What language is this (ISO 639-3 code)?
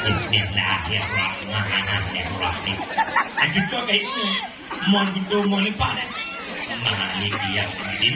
ace